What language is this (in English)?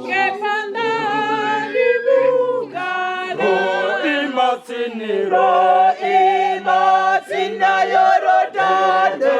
Venda